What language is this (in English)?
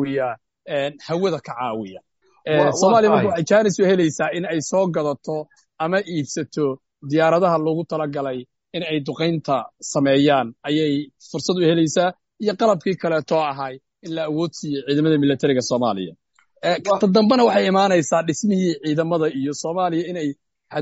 Somali